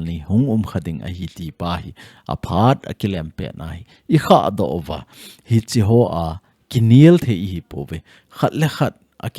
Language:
Thado Chin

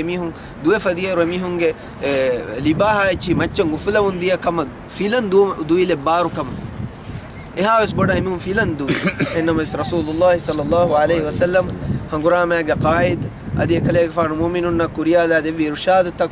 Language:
Divehi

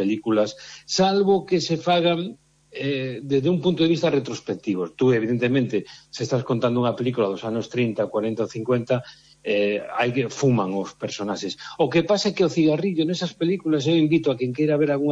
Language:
Galician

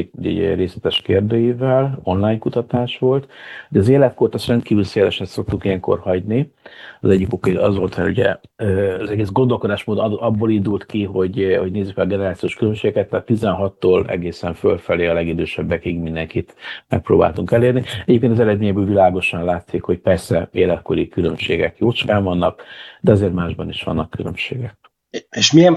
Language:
Hungarian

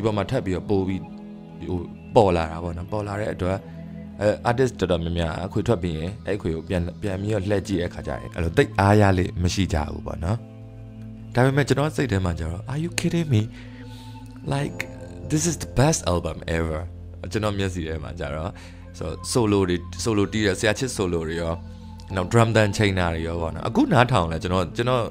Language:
Burmese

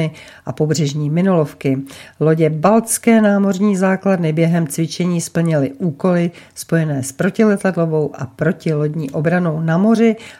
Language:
Czech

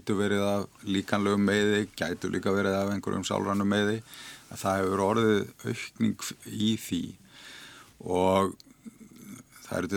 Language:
Icelandic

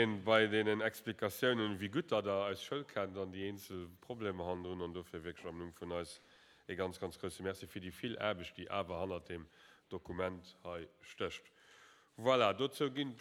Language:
Luxembourgish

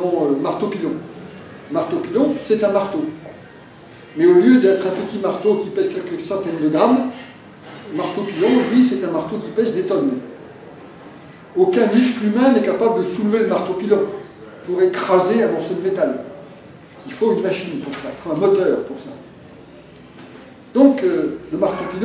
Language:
French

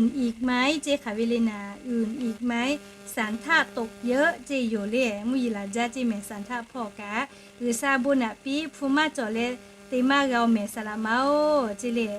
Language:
Lahu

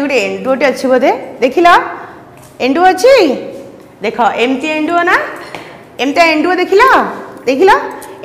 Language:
Odia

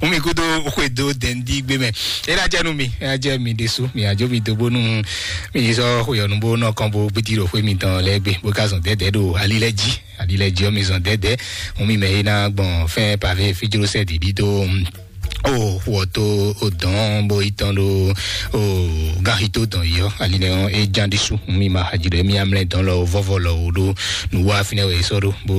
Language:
Fon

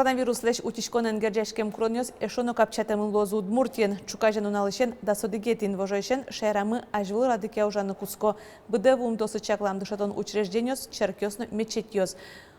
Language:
Udmurt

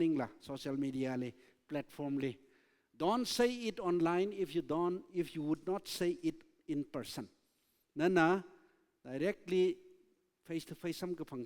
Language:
Tangkhul Naga (India)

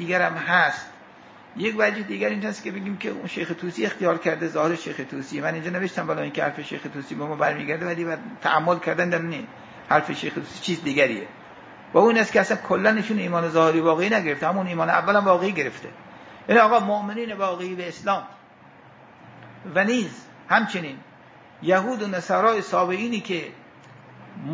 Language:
Persian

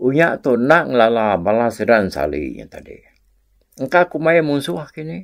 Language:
Iban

